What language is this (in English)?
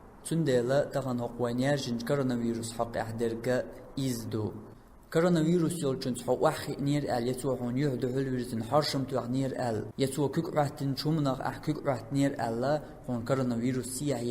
Chechen